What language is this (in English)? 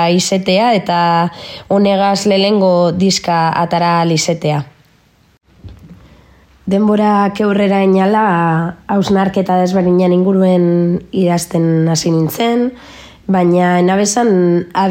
Basque